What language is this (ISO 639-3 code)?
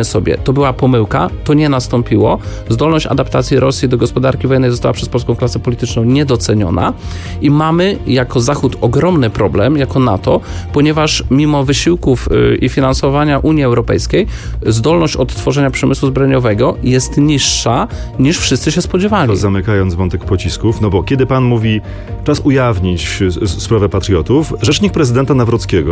pol